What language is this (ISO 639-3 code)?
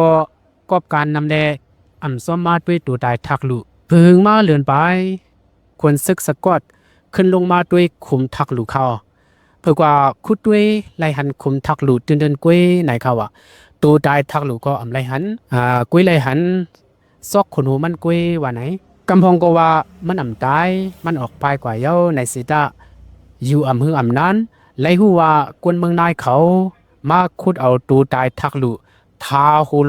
shn